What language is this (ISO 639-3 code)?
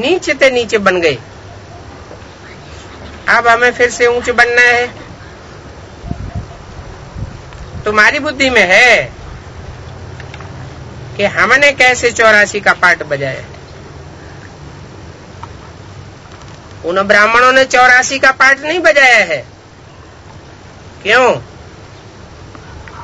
hin